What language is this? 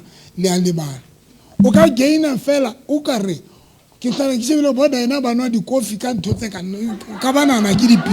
Southern Sotho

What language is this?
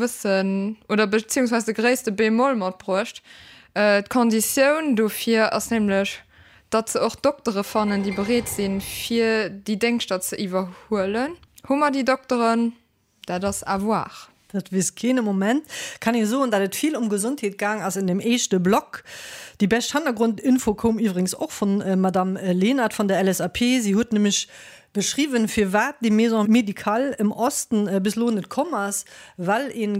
Luxembourgish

